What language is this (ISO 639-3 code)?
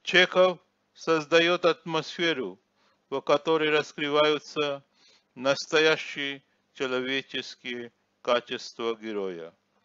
rus